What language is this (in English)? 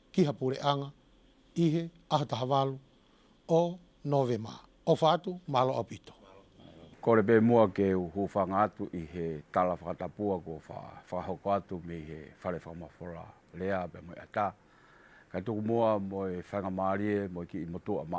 Tongan